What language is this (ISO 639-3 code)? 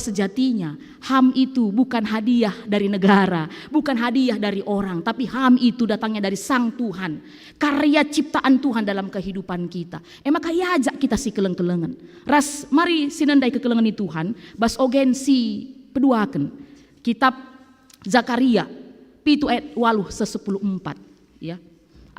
btx